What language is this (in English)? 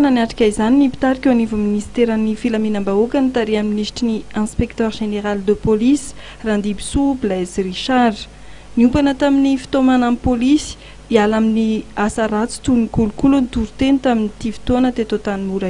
Malagasy